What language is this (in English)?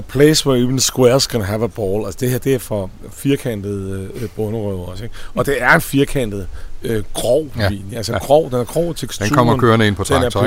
Danish